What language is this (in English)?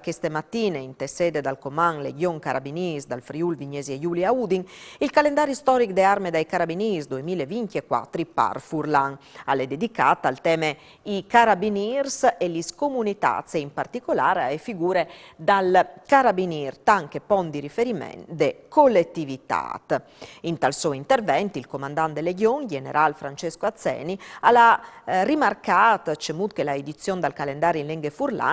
Friulian